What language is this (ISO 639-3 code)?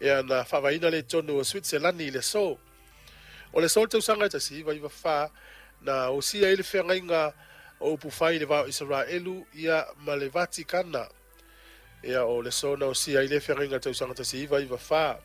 smo